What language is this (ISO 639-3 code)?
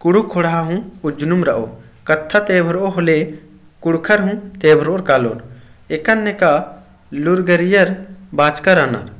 kru